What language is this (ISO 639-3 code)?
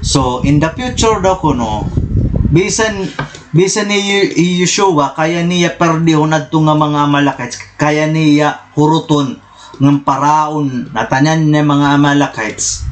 war